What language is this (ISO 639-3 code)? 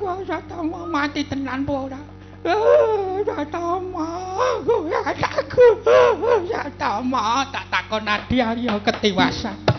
jav